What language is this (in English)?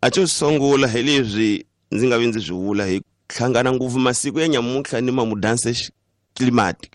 Tsonga